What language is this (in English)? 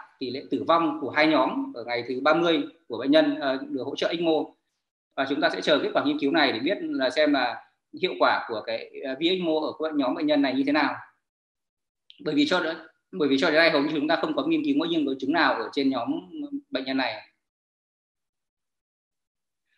Vietnamese